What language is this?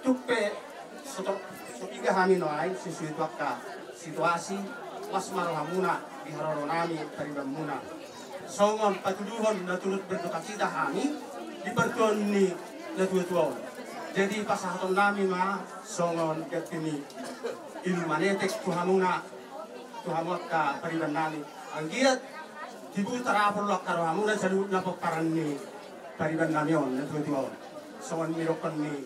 Batak Toba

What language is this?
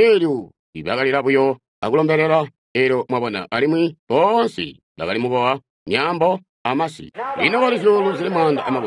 Tonga (Zambia)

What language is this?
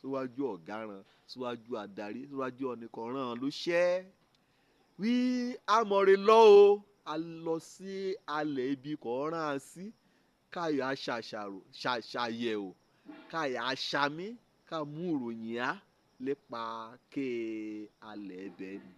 Yoruba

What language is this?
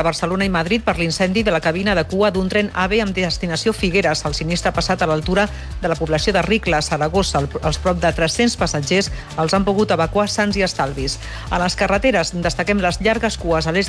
Catalan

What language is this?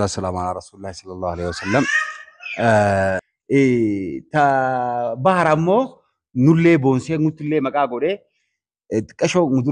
Oromo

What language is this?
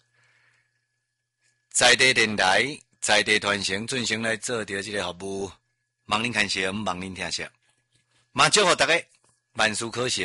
Min Nan Chinese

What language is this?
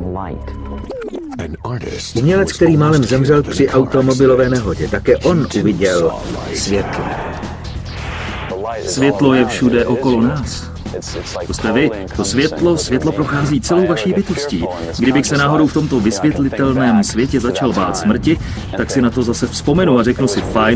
Czech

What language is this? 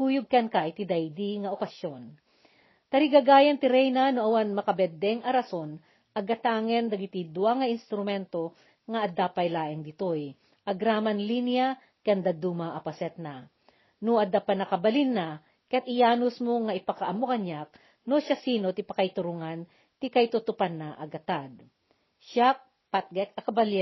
Iloko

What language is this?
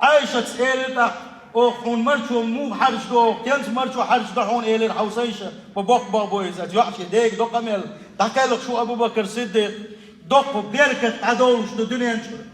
Chechen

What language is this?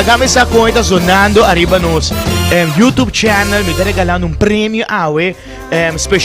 Papiamento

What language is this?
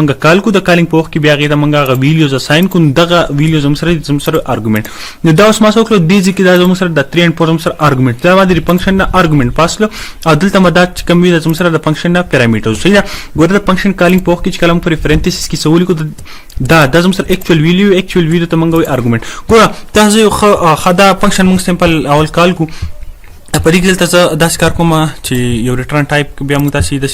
Pashto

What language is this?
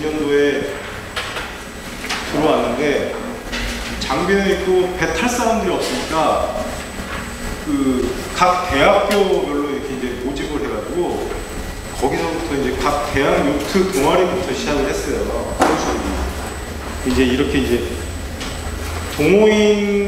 Korean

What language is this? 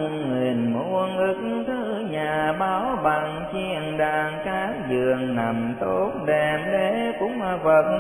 Vietnamese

